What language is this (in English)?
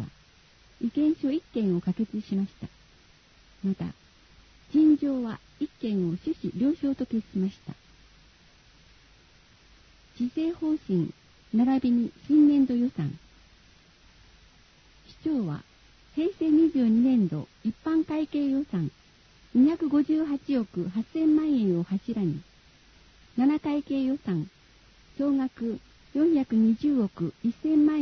Japanese